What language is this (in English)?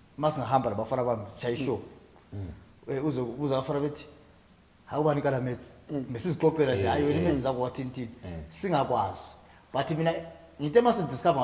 Zulu